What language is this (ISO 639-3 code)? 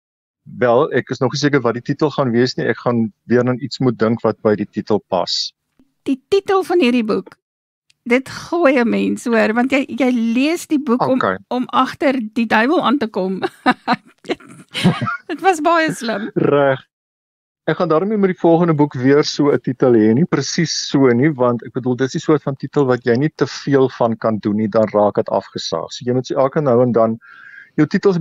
afr